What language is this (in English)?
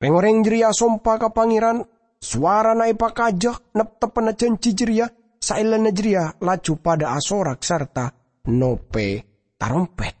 Madurese